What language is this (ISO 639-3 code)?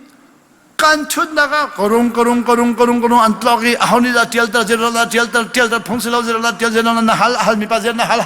cnh